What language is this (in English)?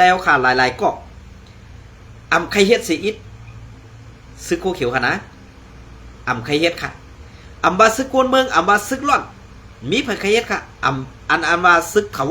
Shan